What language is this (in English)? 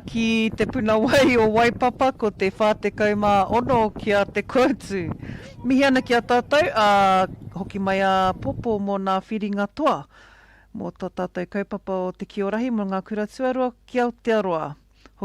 Māori